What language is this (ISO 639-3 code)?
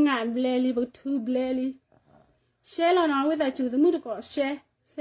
ksw